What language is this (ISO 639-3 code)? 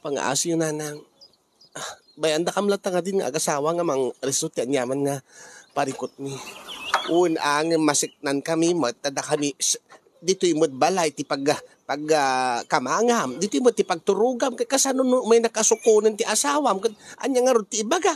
ilo